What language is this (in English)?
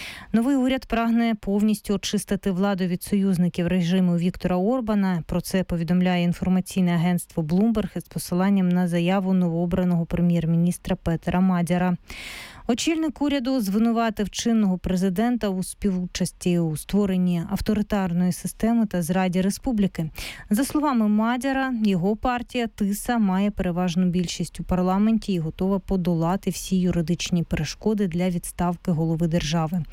Ukrainian